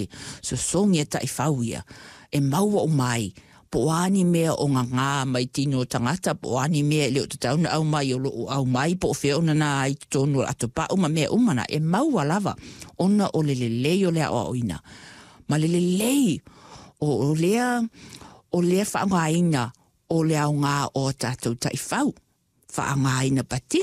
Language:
Samoan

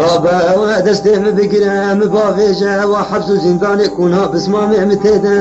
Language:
Kurdish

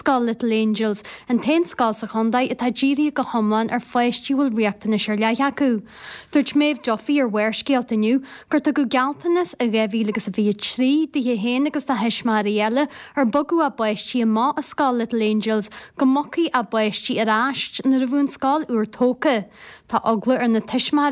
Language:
Irish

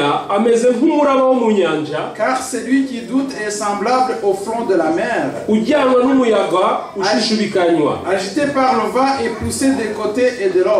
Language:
Kinyarwanda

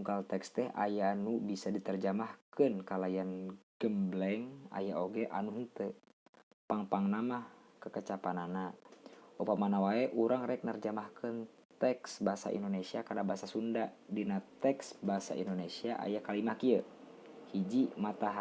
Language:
Sundanese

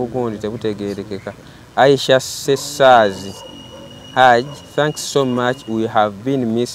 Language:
Ganda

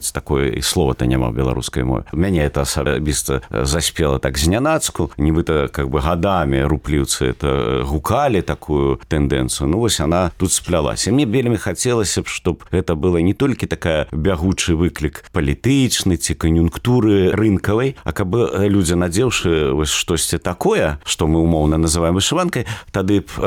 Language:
Belarusian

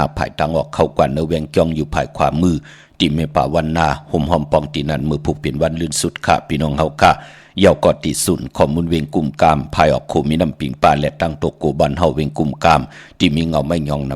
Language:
Shan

